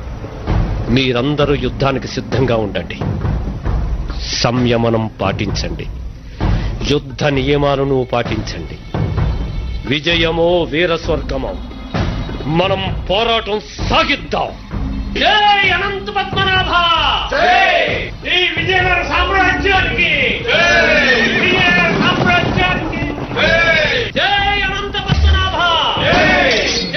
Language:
Telugu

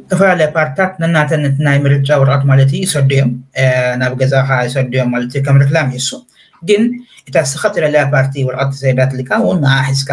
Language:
Tigrinya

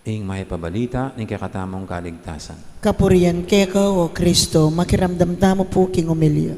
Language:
Pampanga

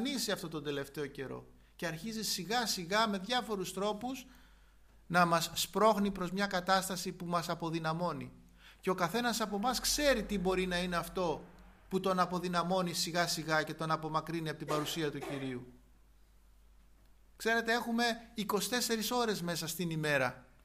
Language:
Greek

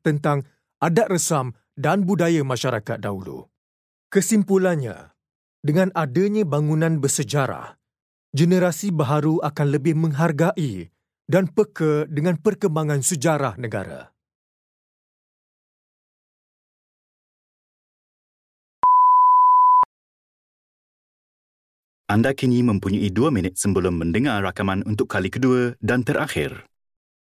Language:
Malay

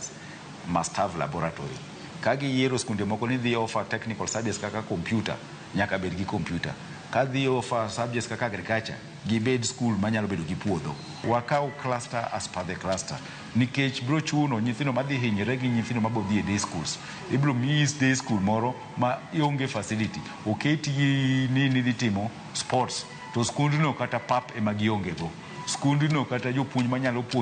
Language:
Luo (Kenya and Tanzania)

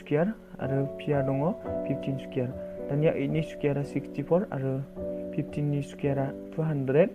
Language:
Bodo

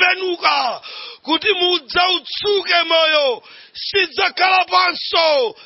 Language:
Nyanja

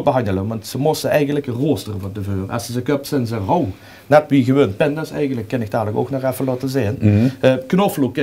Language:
Limburgish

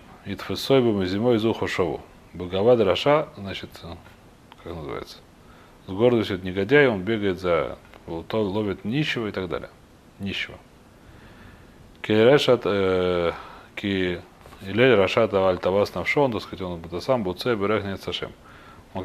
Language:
Russian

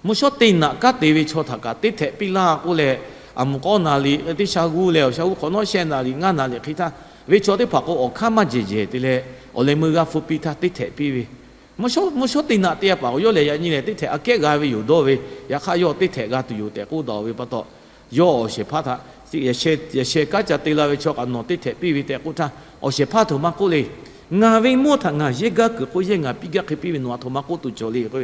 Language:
Lahu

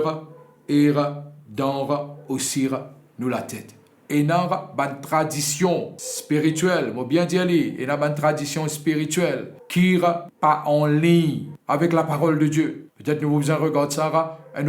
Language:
Morisyen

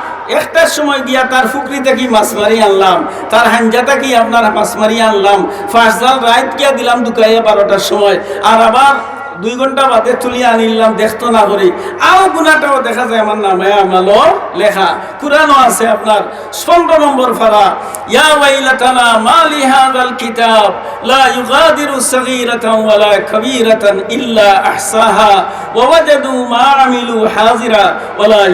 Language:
Sylheti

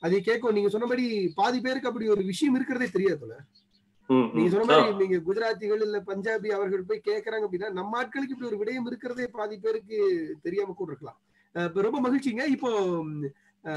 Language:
Tamil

